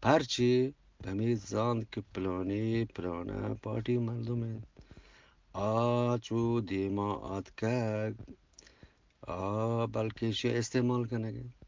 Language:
Eastern Balochi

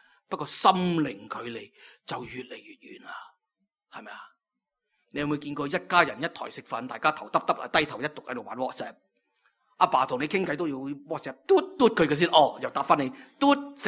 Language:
Cantonese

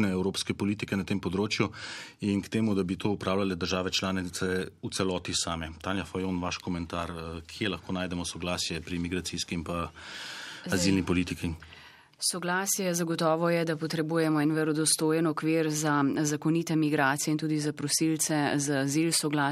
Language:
Slovenian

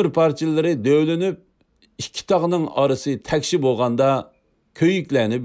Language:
Uyghur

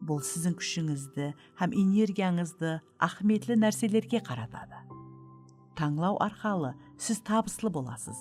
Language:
Kara-Kalpak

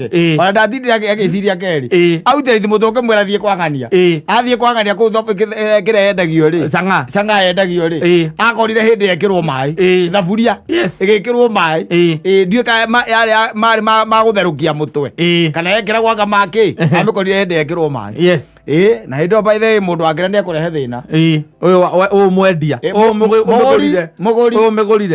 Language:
Kikuyu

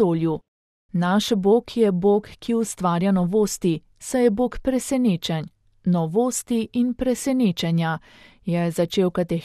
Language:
Slovenian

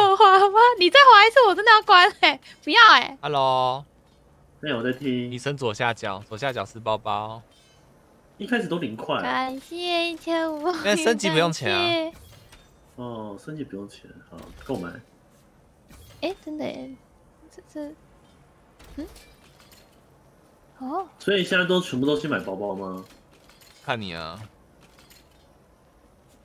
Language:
Chinese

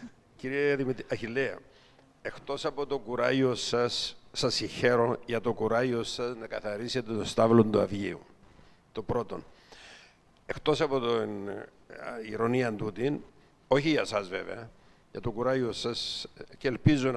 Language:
Greek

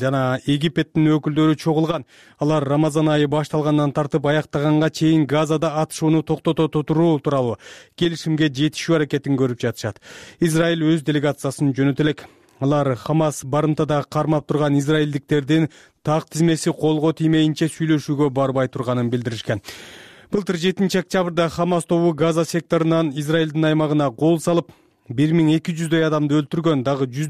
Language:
Kyrgyz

